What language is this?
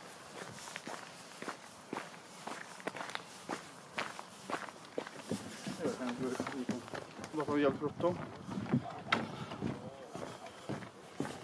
Swedish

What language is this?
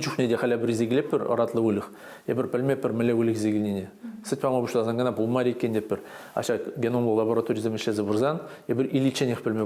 Chuvash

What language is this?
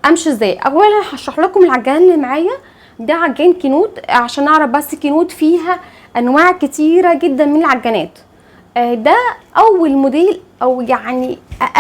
Egyptian Arabic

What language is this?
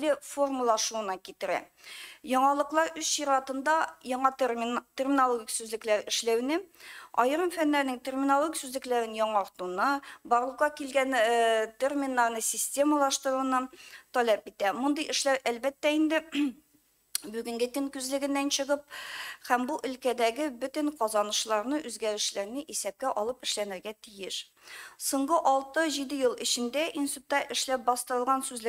Tatar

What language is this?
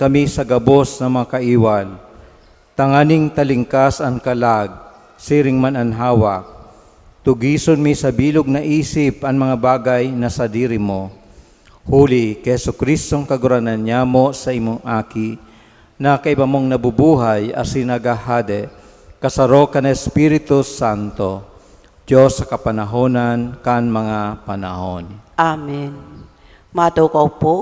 Bikol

